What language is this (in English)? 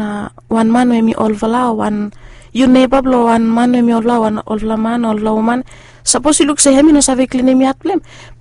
Bislama